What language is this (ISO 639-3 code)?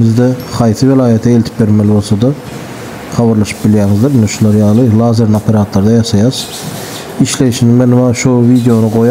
tuk